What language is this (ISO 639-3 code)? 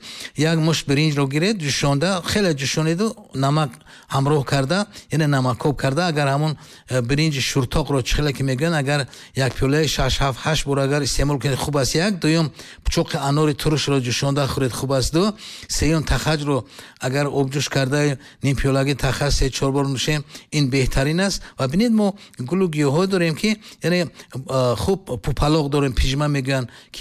tgk